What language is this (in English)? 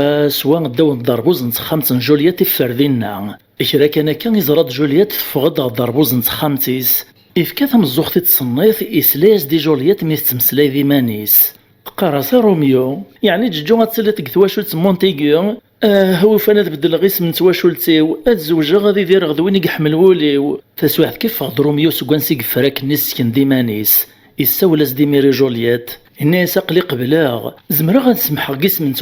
Kabyle